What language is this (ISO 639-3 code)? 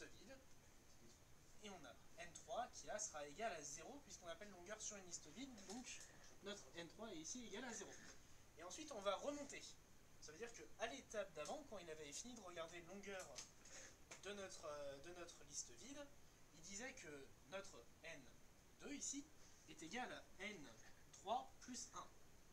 fra